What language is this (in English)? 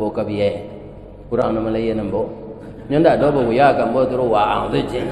Minangkabau